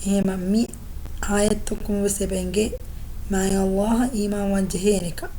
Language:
Divehi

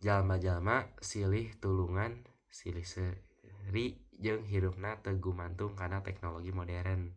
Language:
Sundanese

